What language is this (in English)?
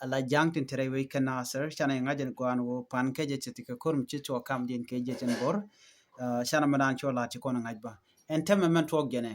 Nuer